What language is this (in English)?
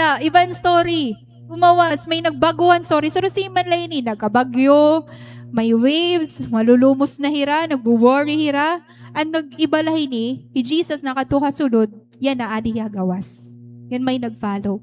Waray